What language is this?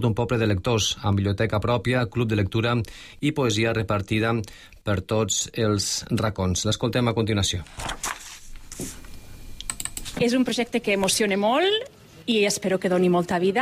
Catalan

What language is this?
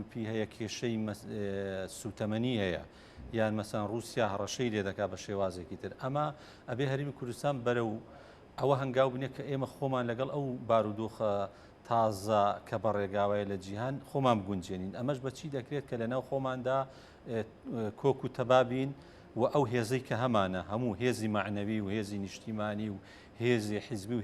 Central Kurdish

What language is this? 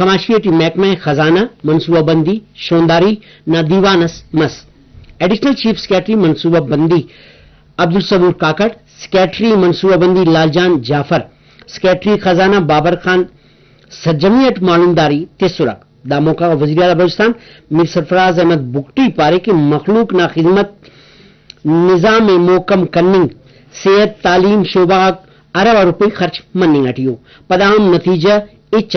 Brahui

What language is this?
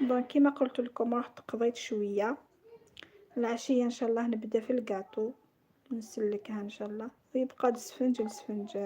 Algerian Arabic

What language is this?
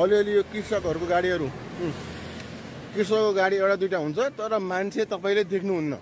Nepali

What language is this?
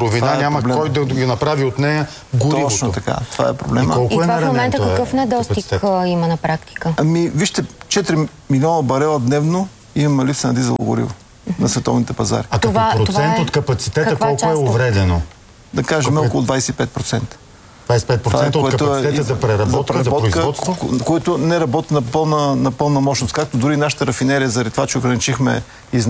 Bulgarian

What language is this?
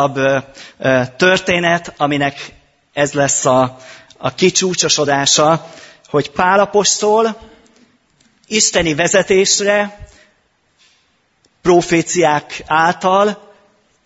Hungarian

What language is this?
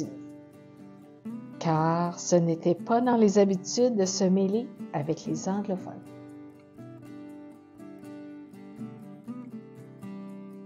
French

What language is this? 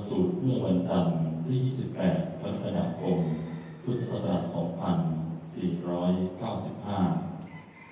Thai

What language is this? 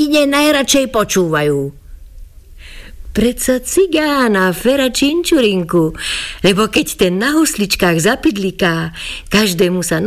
Slovak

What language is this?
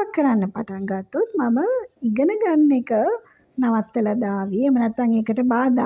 Sinhala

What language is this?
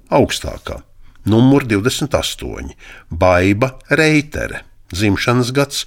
Latvian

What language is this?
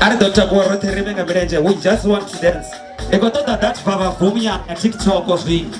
Venda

